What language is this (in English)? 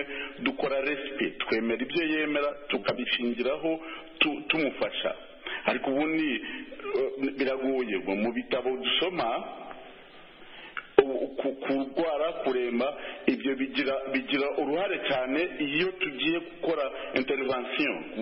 Kinyarwanda